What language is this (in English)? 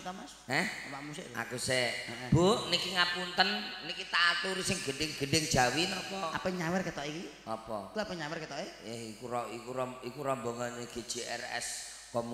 Javanese